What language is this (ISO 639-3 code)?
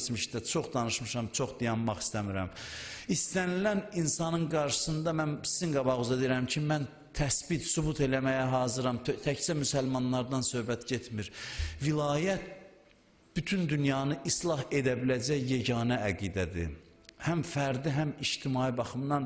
aze